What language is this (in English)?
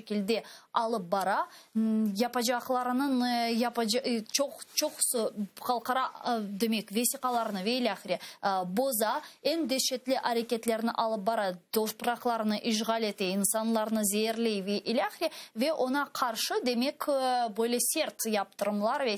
Crimean Tatar